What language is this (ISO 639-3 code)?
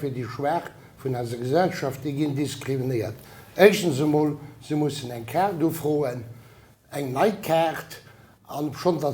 ltz